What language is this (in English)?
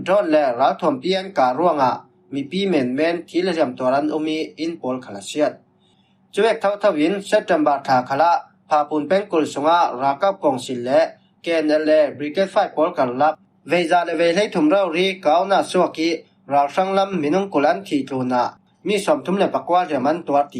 Falam Chin